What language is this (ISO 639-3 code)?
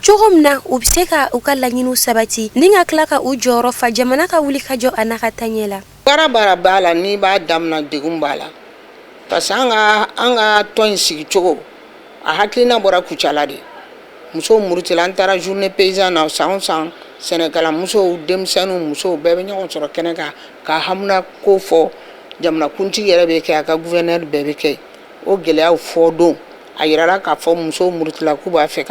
bam